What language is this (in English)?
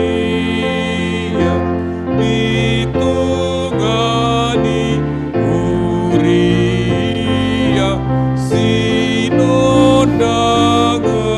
Batak Toba